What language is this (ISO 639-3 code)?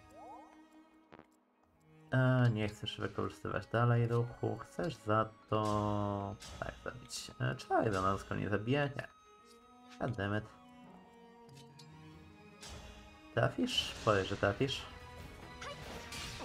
pol